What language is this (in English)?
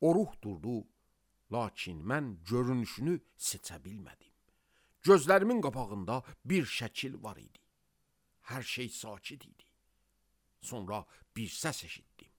Azerbaijani